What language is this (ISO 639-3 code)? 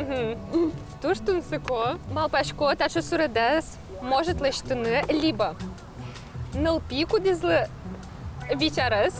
udm